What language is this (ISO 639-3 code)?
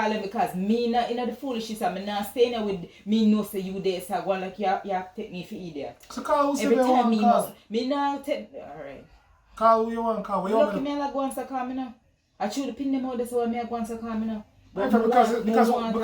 jam